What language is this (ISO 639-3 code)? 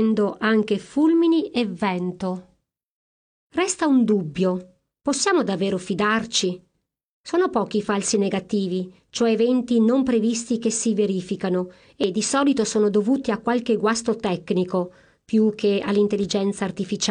ita